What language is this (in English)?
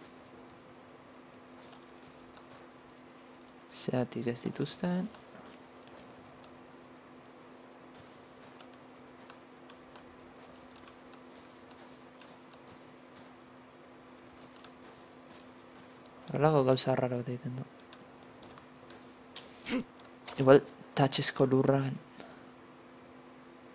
Basque